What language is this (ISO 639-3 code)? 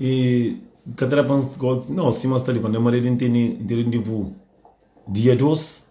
kea